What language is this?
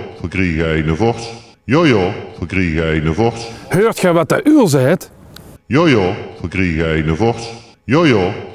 Limburgish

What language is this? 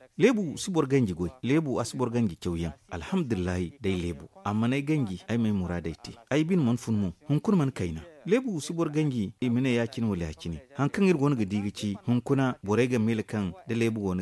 Zarma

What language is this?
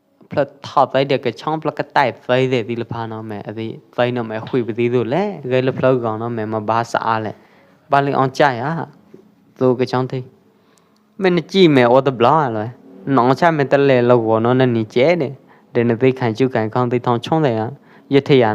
Pwo Eastern Karen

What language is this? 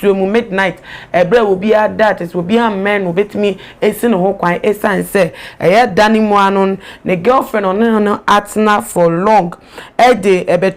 Akan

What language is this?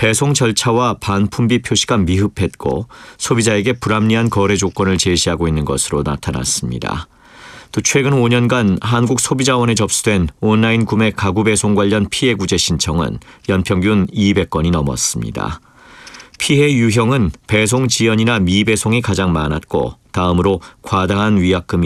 Korean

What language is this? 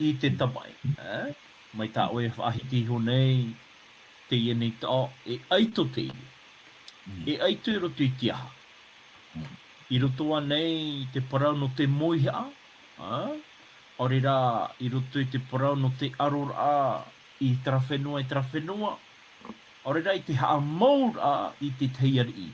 Tahitian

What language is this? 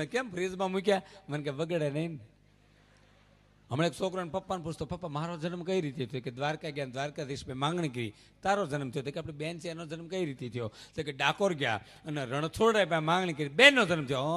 Gujarati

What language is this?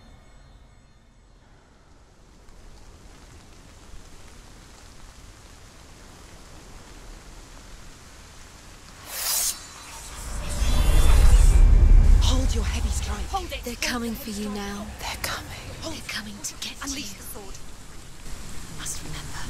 English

